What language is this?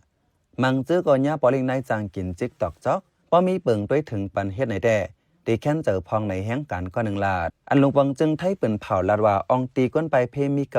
Shan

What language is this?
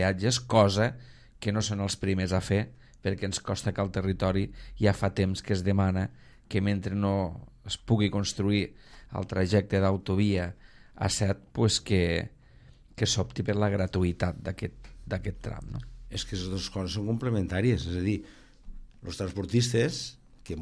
Catalan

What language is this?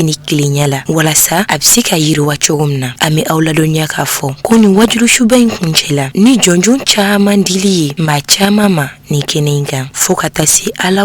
Bambara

